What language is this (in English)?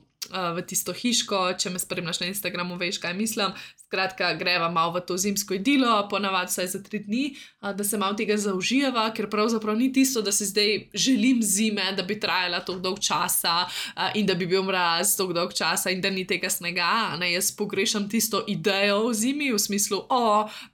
Slovenian